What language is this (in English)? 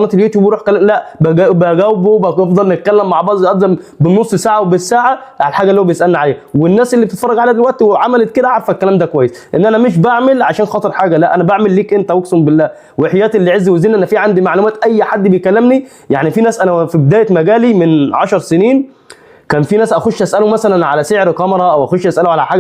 Egyptian Arabic